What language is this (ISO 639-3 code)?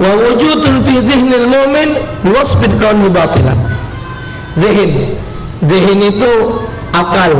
mui